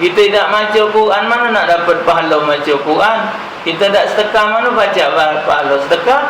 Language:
Musi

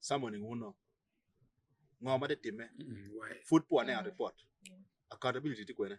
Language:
Acoli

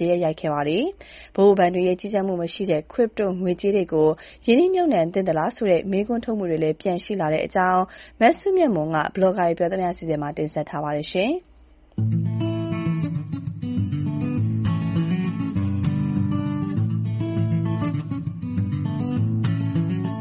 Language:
Burmese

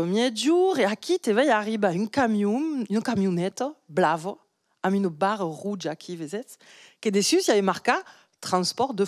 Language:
Occitan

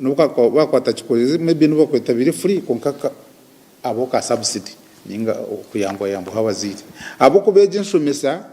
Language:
Nyankole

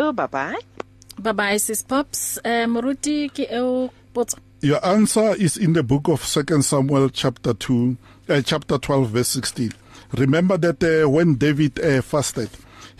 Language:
English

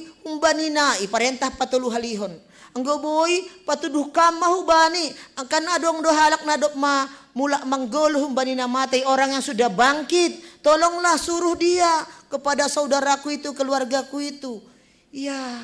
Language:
Batak Simalungun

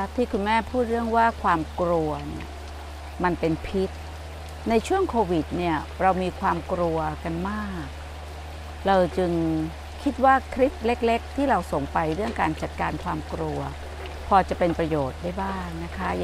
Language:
Thai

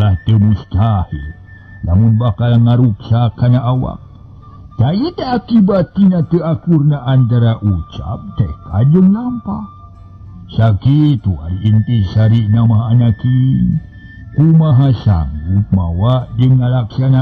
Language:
Sundanese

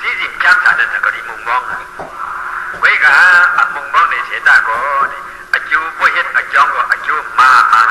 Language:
Shan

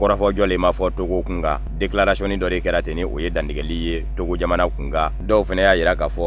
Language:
Bambara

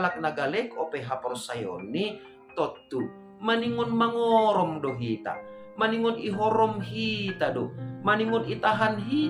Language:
Batak Simalungun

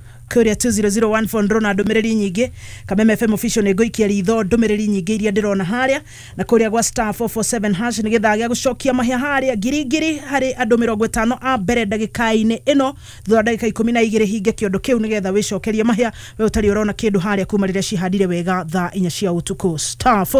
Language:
Kikuyu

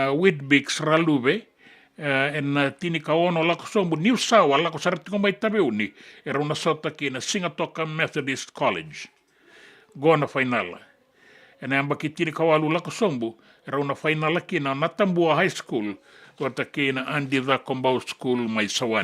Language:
Fijian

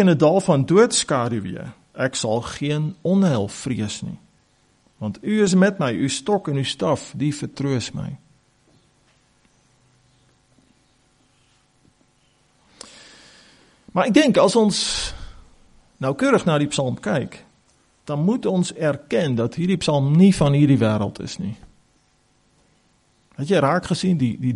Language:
Afrikaans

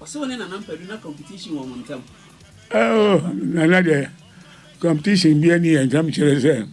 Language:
Akan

